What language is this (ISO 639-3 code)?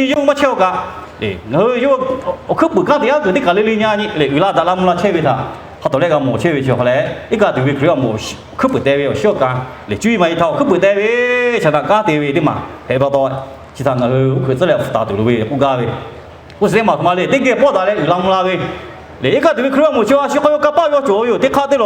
lhu